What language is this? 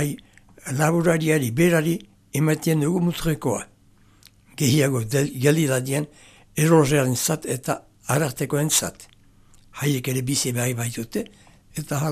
Basque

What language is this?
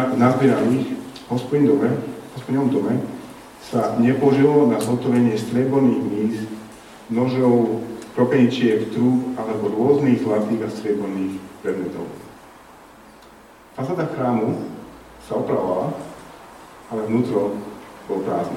Slovak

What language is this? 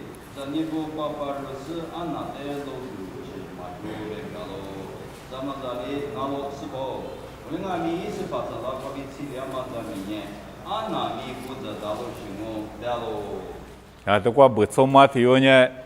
Lisu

